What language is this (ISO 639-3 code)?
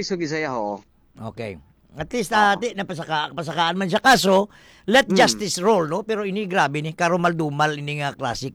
hil